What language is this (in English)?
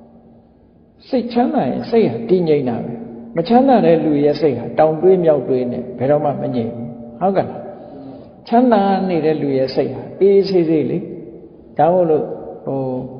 Burmese